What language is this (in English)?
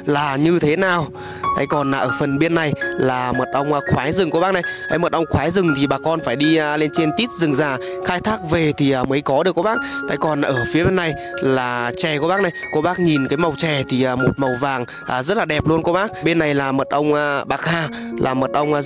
Vietnamese